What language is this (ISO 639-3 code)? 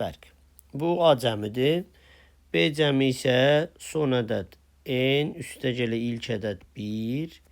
aze